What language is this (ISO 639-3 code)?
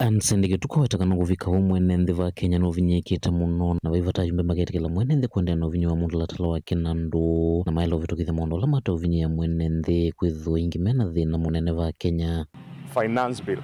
kam